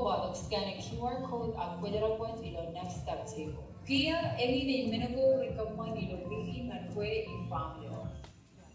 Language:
Marshallese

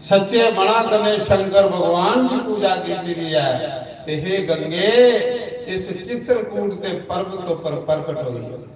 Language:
Dogri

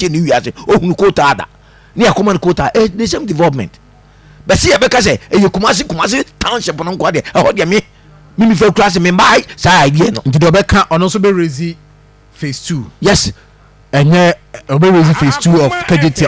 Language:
Akan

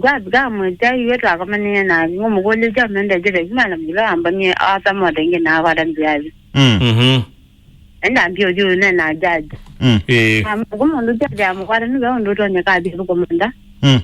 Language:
Kamba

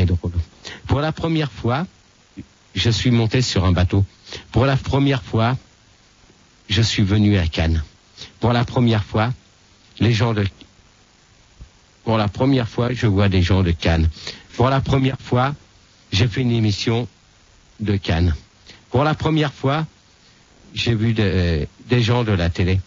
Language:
French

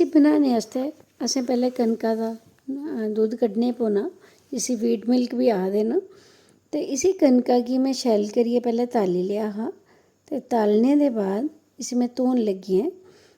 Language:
Dogri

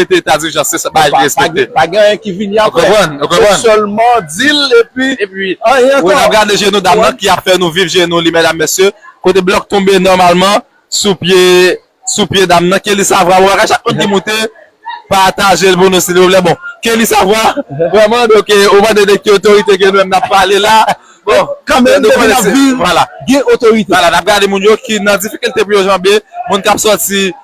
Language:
Haitian Creole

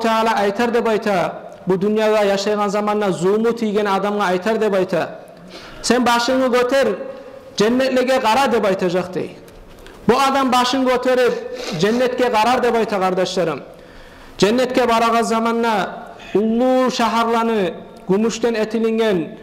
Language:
Kumyk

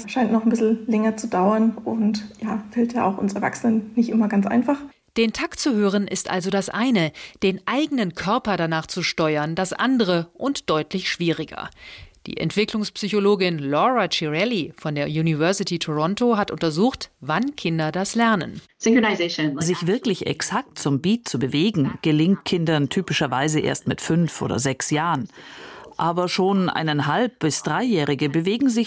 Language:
German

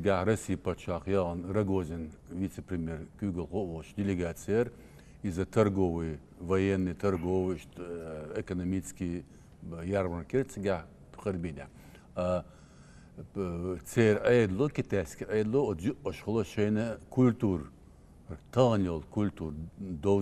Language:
Chechen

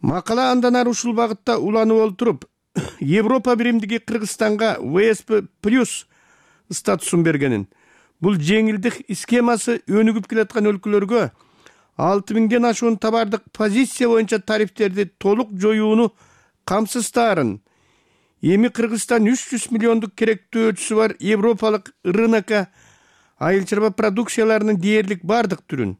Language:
Kyrgyz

